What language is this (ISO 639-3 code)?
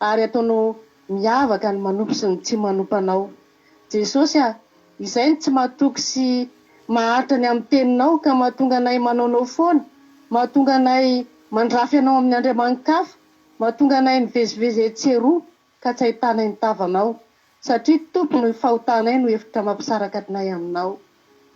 mlg